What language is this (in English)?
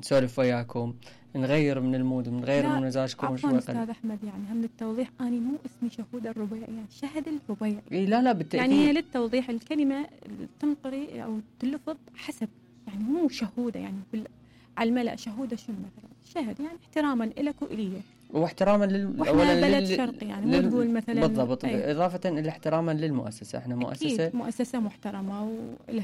Mesopotamian Arabic